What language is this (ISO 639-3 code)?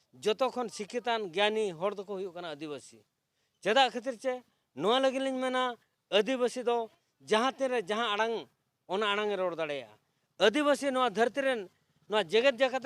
sat